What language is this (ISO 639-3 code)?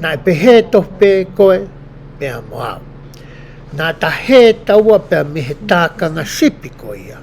ton